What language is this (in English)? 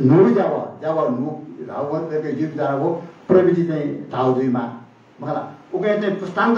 Newari